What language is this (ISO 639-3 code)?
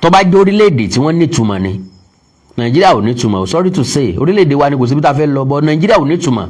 yor